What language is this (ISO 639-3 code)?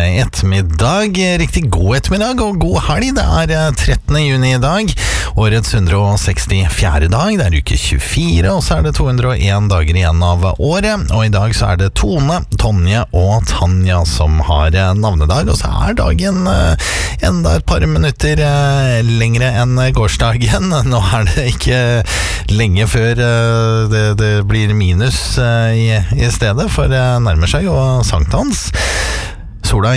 nor